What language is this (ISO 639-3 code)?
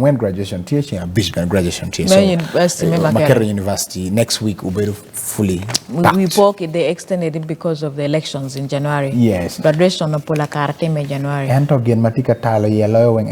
ach